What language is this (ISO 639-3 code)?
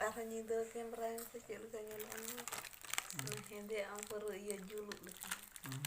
sat